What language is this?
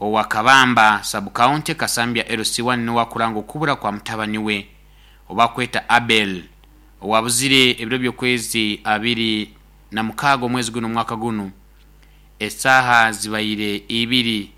Nyoro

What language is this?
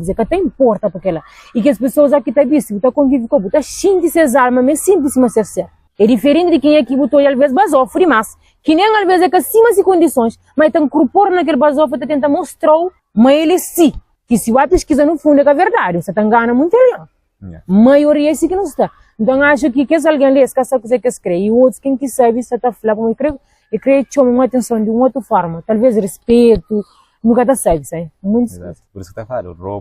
Kabuverdianu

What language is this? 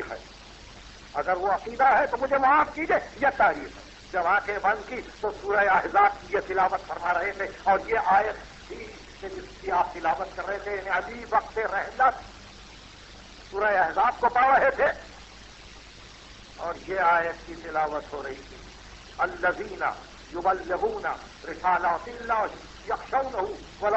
Urdu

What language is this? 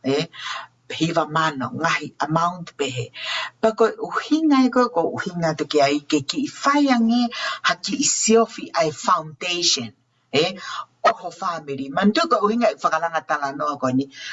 Tongan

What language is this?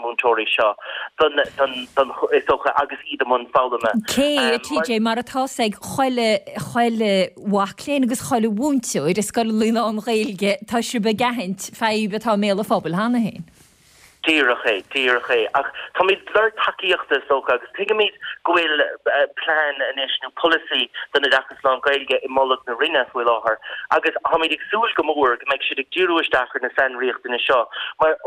Irish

